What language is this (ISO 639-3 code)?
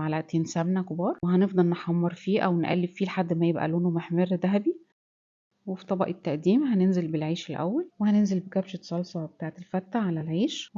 arz